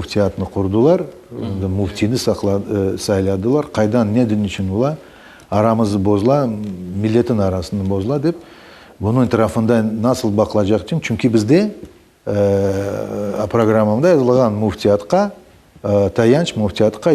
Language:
Crimean Tatar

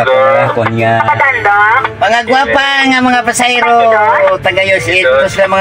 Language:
Hiligaynon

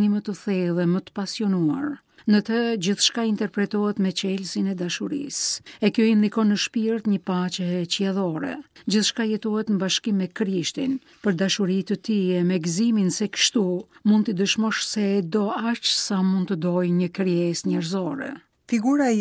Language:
Albanian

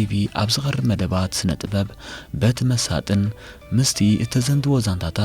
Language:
Tigrinya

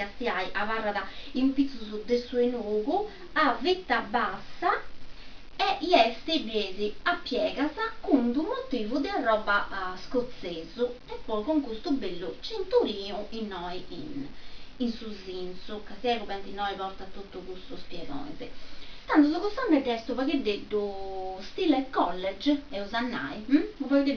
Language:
Sardinian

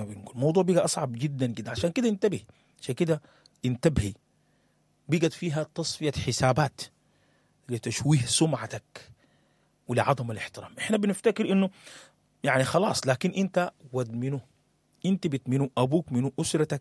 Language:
Sudanese Arabic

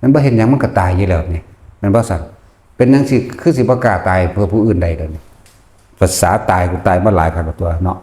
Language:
Northeastern Thai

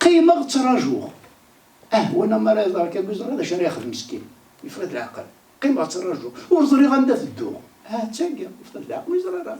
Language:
Kabyle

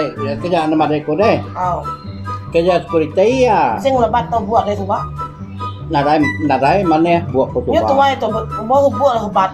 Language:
Iban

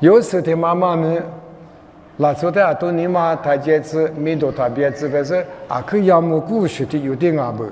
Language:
Lisu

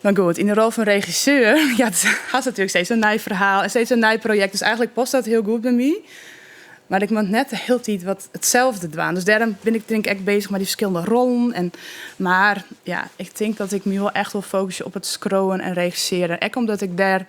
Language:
Western Frisian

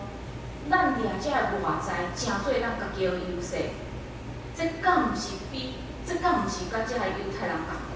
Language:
Min Nan Chinese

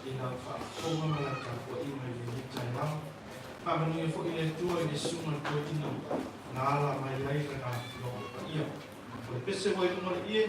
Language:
Samoan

